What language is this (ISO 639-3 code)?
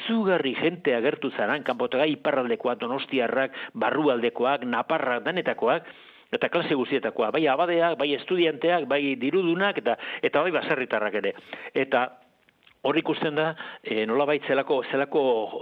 eus